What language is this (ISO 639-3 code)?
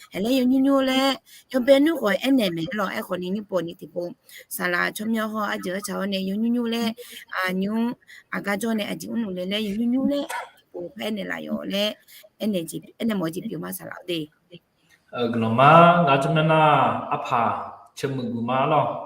ahk